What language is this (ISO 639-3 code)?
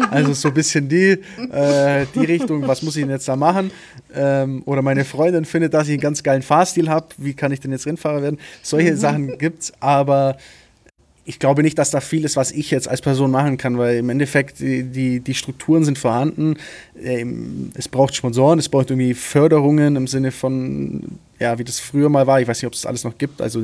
deu